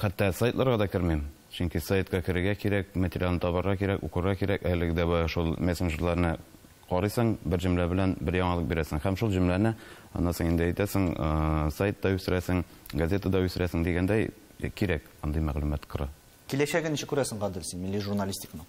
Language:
Tatar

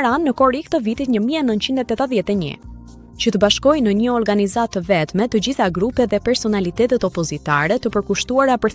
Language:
Albanian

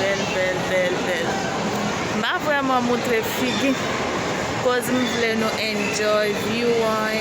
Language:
Haitian Creole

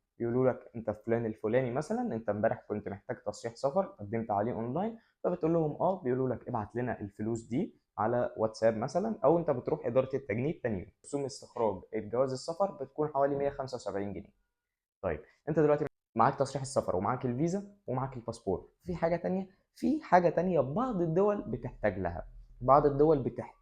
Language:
Egyptian Arabic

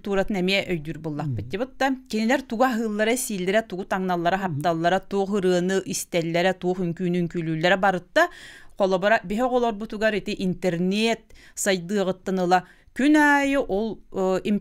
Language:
Yakut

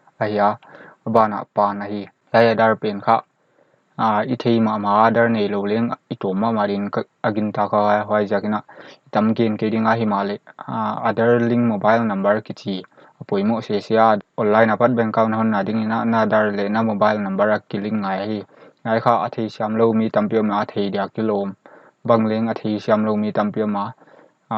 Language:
Paite Chin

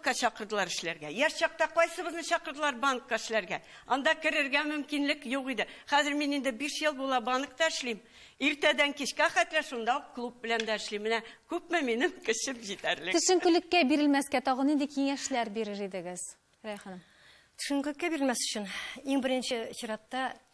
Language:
Tatar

